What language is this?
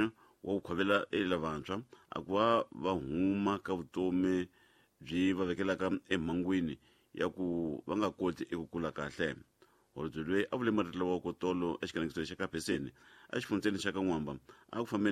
Tsonga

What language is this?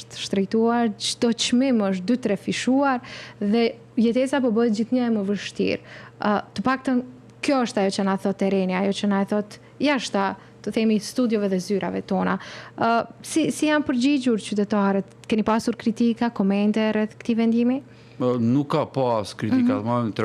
Albanian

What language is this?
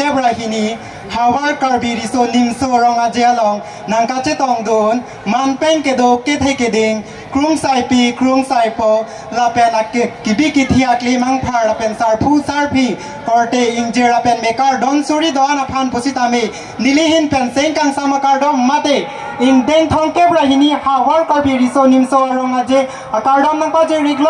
Karbi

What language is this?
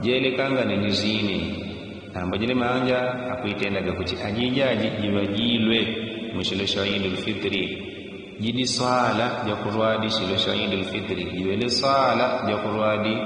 Yao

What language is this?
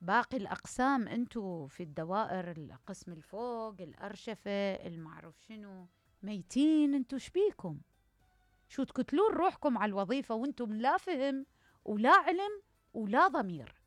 Mesopotamian Arabic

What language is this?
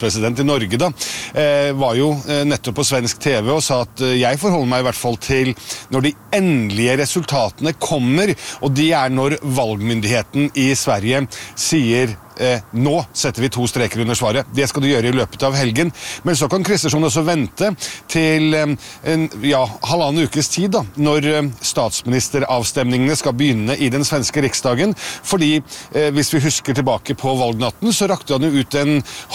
Norwegian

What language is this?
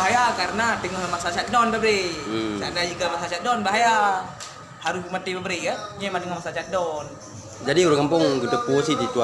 Achinese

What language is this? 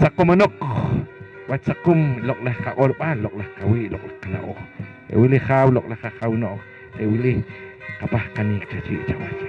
Poqomchi'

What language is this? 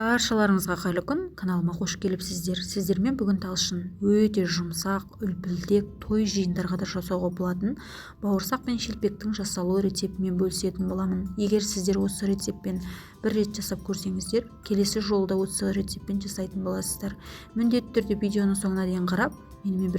Kazakh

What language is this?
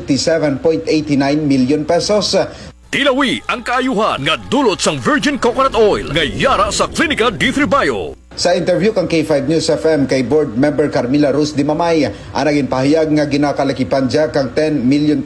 Kinaray-a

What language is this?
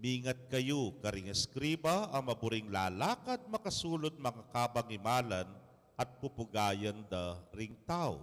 Pampanga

